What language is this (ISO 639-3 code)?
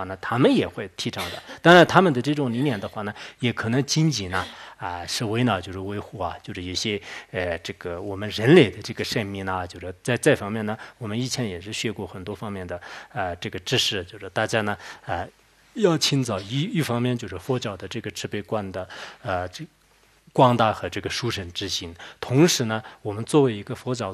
zho